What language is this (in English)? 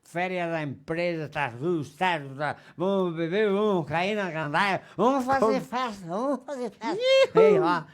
Venetian